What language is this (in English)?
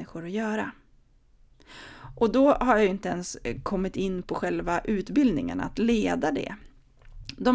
Swedish